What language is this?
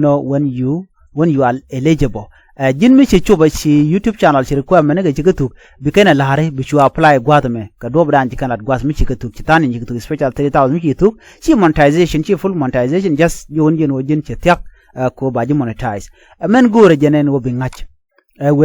Nuer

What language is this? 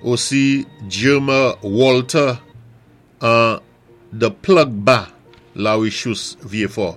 Saint Lucian Creole French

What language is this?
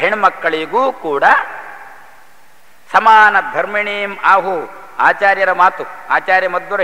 Kannada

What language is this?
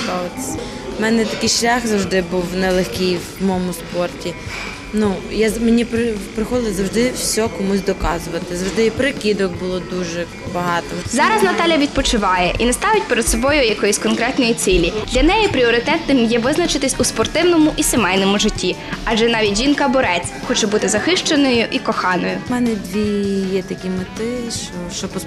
Ukrainian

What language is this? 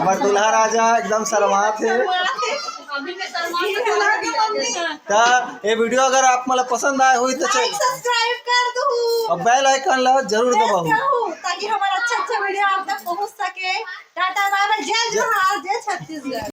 Chhattisgarhi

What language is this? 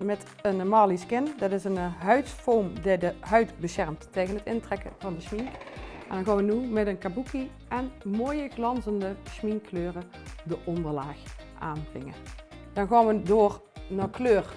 Limburgish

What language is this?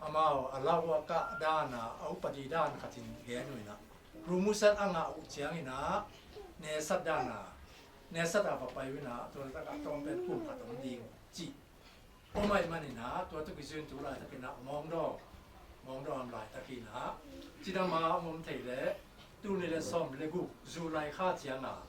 Tedim Chin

